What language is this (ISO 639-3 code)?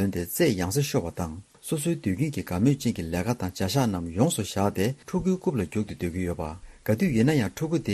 bod